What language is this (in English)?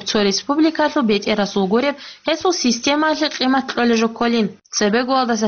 Avaric